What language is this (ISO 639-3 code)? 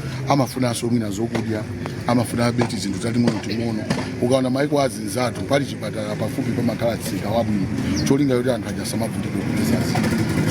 nya